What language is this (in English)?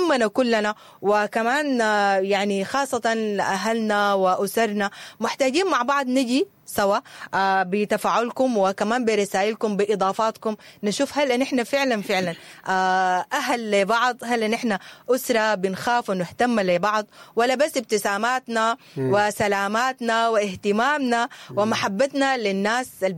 Sudanese Arabic